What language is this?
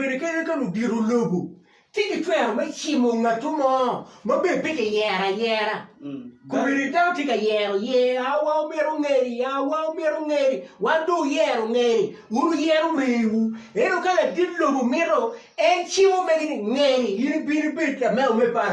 Acoli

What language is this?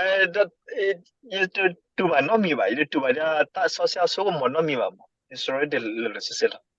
S'gaw Karen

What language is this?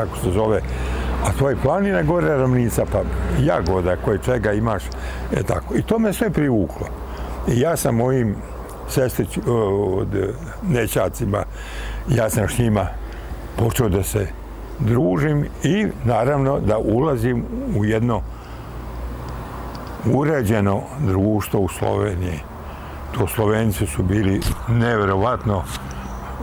Serbian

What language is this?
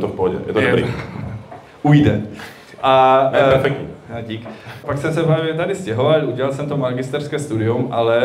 Czech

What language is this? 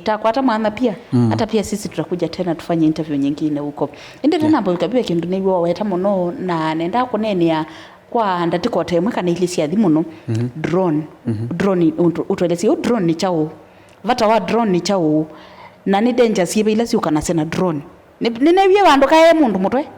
Kamba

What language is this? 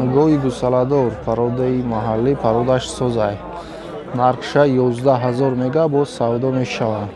Tajik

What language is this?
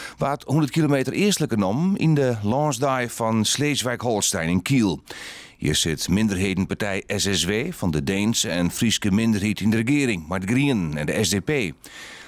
Western Frisian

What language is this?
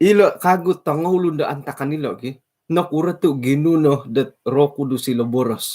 Central Dusun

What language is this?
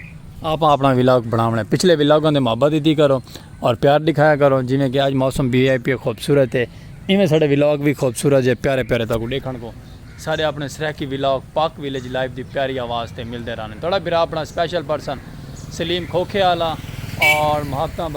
Saraiki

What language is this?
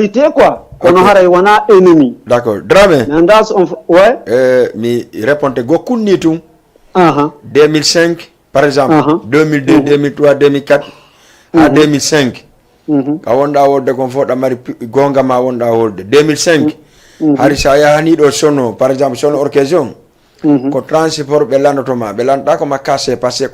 Fula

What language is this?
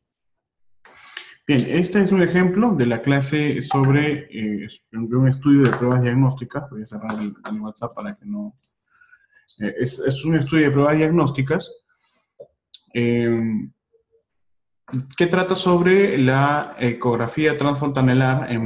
Spanish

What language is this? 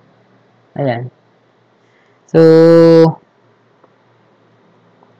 Filipino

